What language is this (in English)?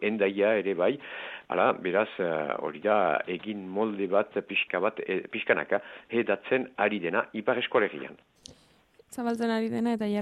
Basque